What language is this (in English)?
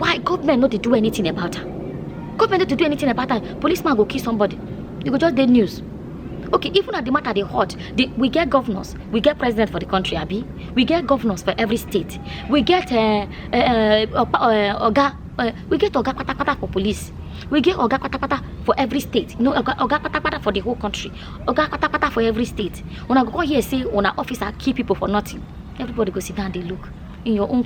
Nigerian Pidgin